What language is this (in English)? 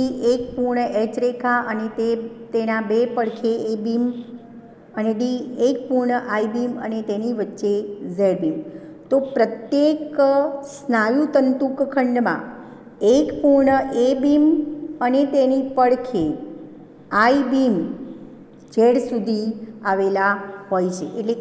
Gujarati